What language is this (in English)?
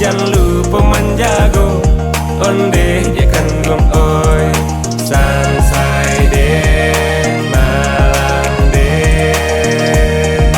Minangkabau